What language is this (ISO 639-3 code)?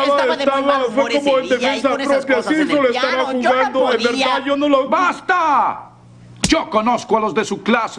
spa